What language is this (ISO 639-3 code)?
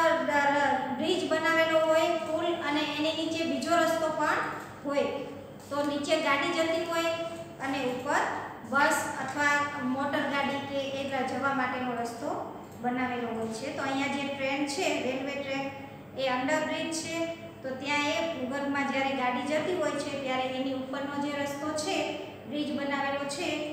guj